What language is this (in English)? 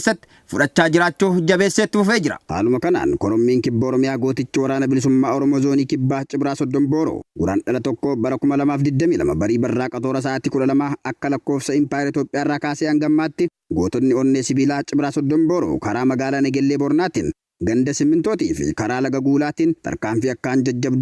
Oromo